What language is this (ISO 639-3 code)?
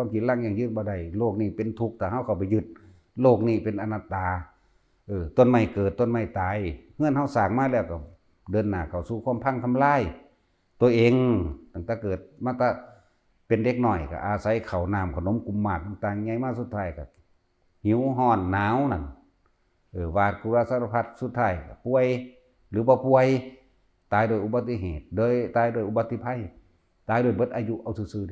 lao